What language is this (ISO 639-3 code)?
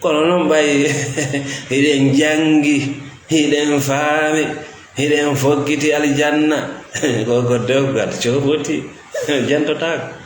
ful